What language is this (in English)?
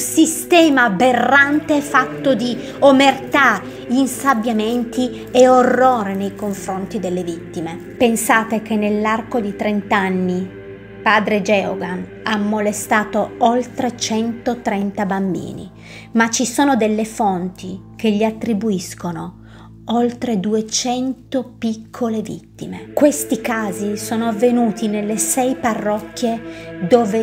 Italian